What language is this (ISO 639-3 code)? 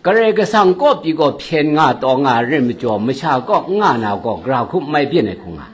kac